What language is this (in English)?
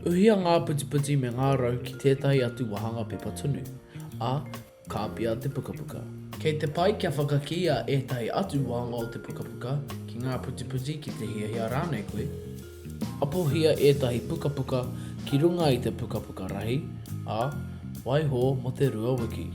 Māori